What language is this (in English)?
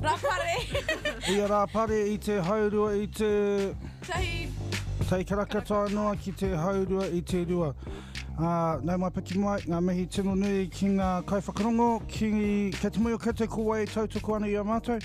Māori